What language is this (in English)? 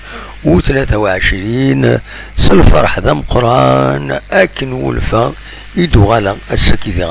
Kabyle